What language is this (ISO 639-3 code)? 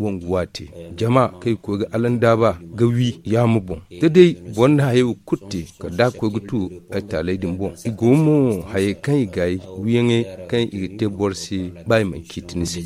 dje